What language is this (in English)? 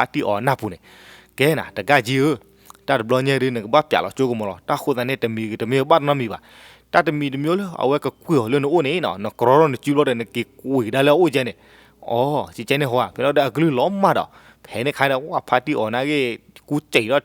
S'gaw Karen